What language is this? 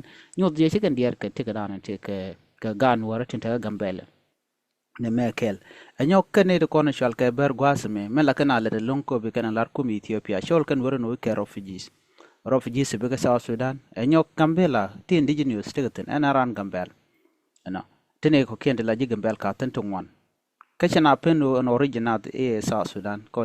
Nuer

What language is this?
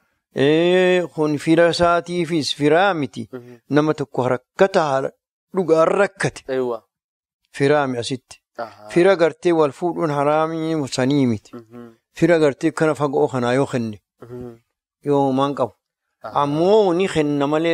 Oromo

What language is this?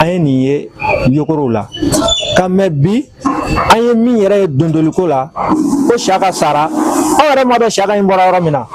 Bambara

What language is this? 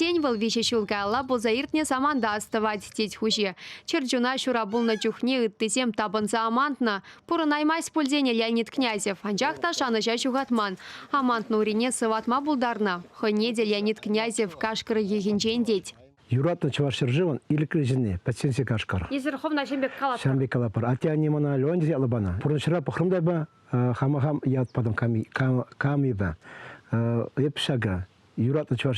Chuvash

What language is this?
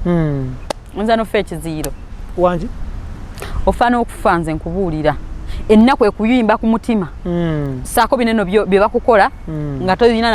Ganda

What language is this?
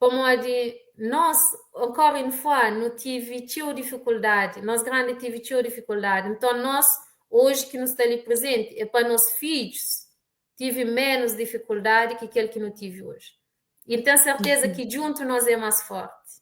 Kabuverdianu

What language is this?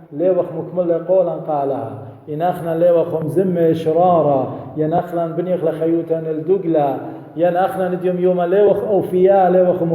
Assyrian Neo-Aramaic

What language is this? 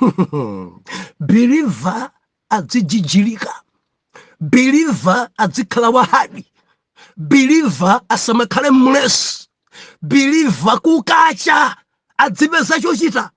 Nyanja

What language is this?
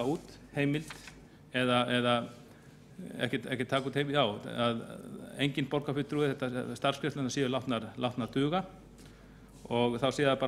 Icelandic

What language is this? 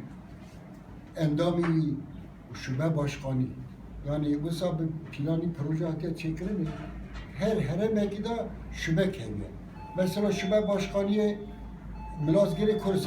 Kurdish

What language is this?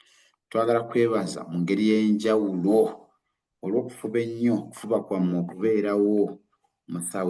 Ganda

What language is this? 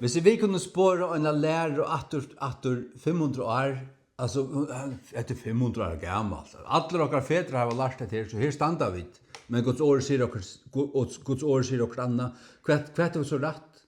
Faroese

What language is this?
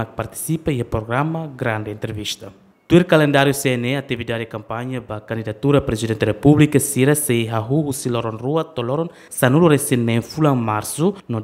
Tetum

